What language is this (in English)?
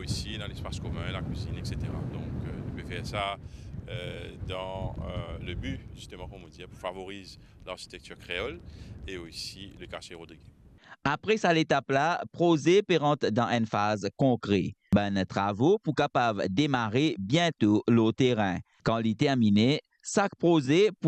Morisyen